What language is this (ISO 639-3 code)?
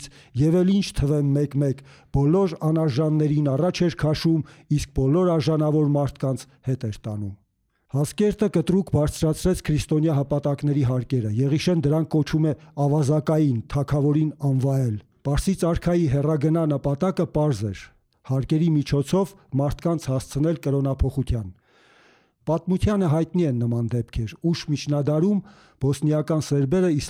hye